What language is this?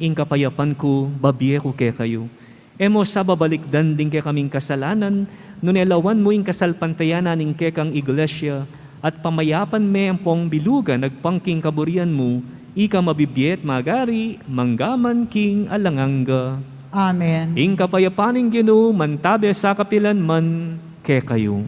Pampanga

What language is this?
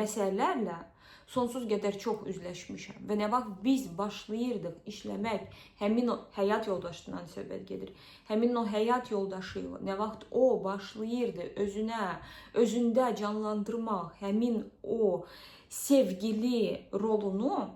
Azerbaijani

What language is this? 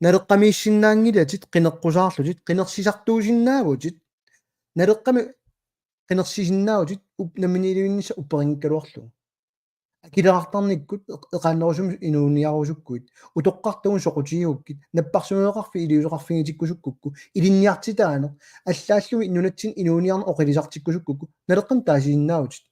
Kalaallisut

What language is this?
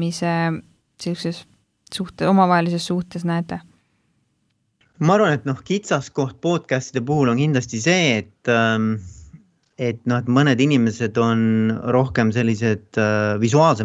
Estonian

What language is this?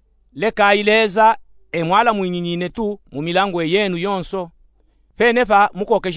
Luba-Katanga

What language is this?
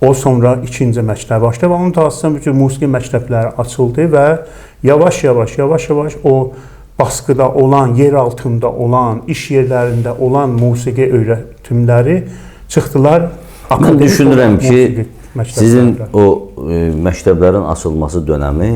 Azerbaijani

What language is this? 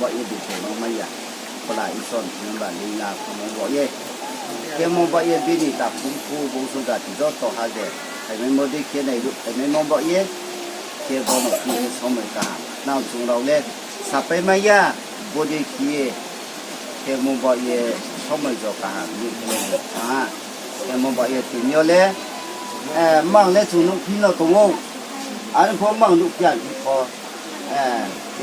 Riang (India)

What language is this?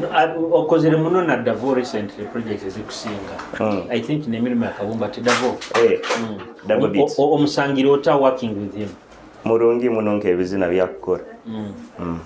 Nyoro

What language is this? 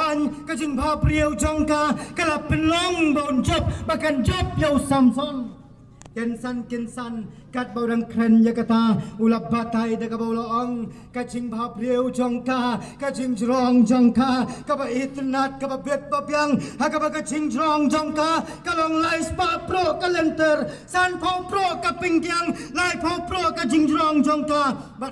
Khasi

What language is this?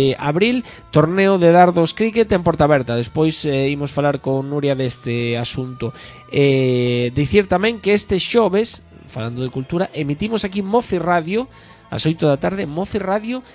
Galician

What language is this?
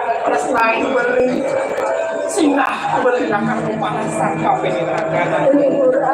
Balinese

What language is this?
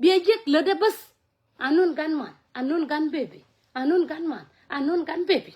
Nuer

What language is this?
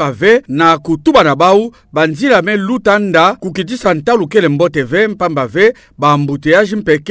Kituba (Democratic Republic of Congo)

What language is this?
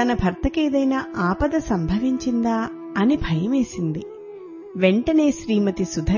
Telugu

